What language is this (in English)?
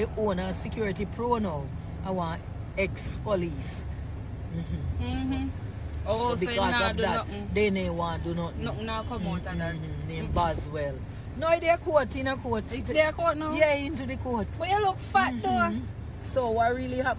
Jamaican Creole English